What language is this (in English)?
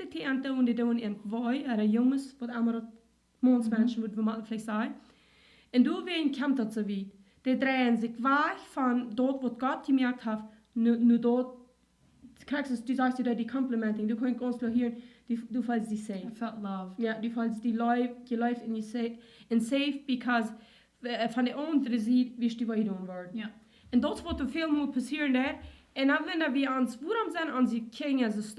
Plautdietsch